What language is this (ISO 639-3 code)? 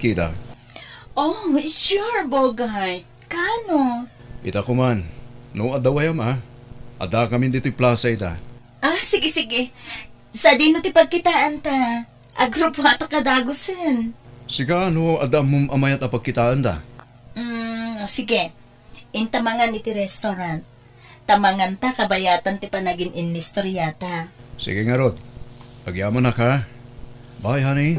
ilo